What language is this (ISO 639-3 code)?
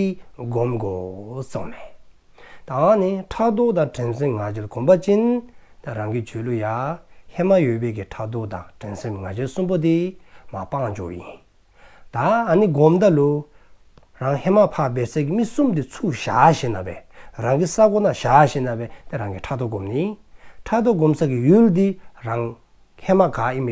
dzo